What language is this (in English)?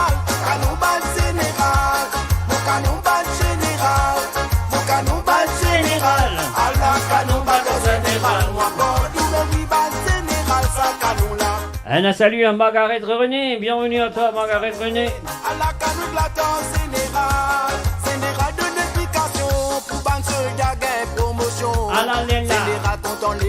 Morisyen